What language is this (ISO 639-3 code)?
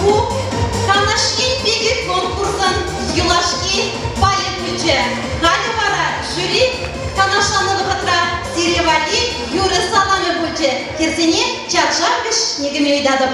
chv